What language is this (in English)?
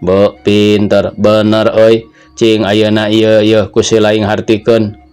Sundanese